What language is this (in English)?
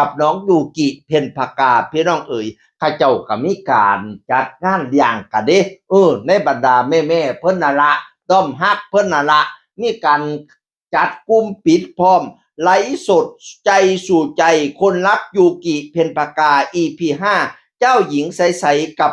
Northeastern Thai